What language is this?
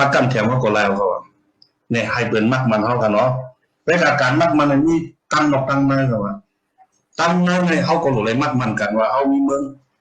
Shan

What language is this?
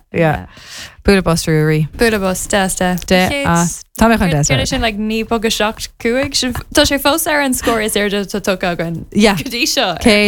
Irish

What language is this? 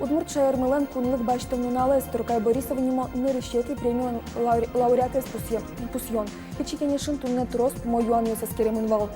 Udmurt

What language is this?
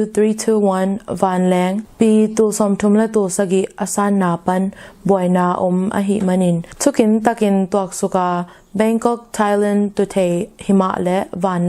Tedim Chin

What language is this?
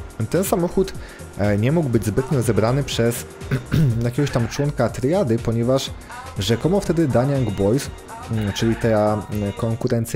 Polish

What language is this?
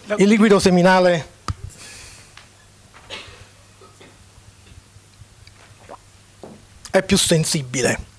Italian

